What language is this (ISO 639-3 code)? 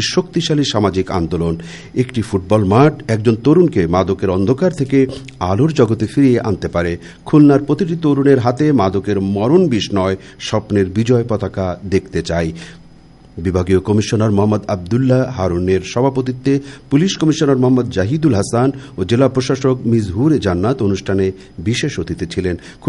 ben